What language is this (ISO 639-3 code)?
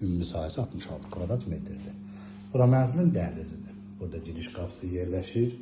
aze